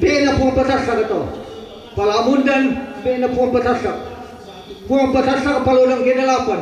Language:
Toraja-Sa'dan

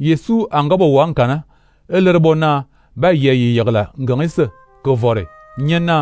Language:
Fang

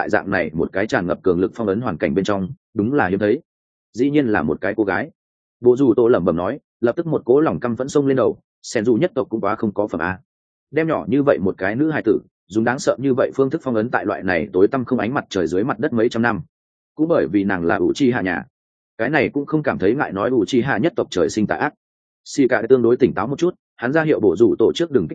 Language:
Vietnamese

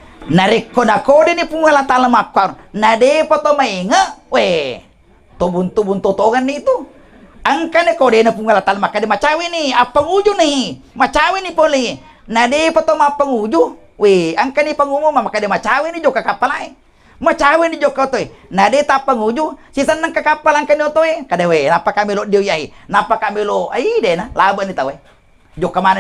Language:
Buginese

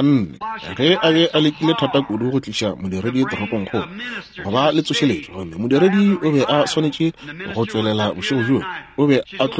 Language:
Northern Sotho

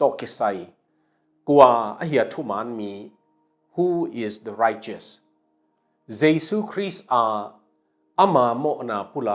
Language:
Tedim Chin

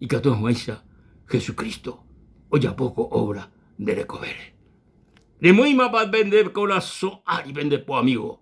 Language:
Guarani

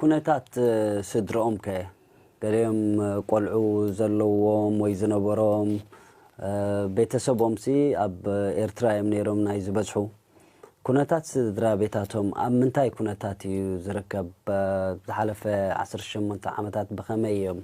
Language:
Tigrinya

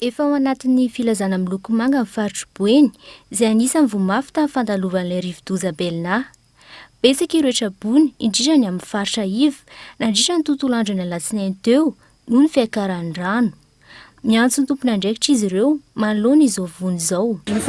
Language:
Malagasy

